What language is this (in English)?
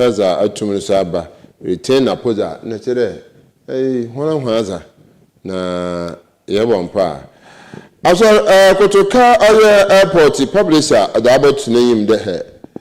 Akan